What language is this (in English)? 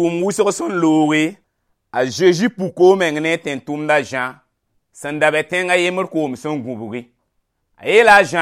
Mossi